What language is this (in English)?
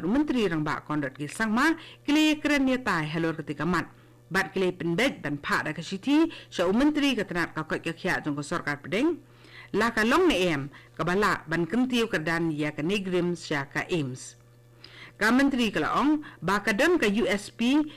Khasi